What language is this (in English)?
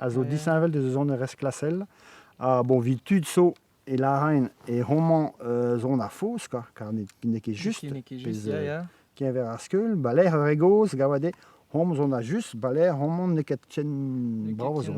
Breton